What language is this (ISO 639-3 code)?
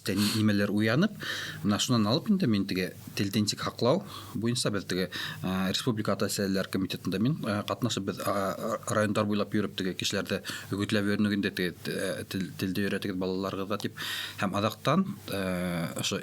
bak